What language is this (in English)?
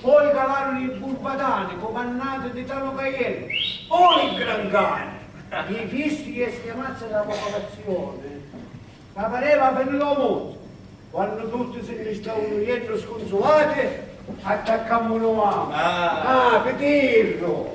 Sicilian